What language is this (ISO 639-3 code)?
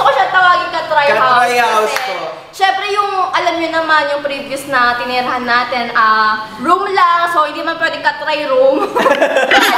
fil